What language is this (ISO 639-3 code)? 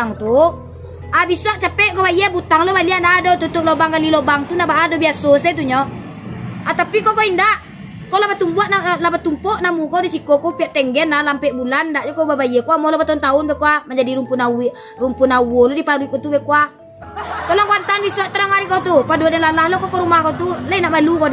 min